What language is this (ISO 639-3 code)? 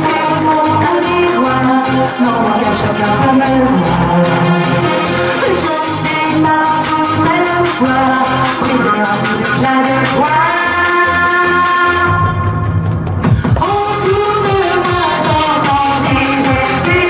fra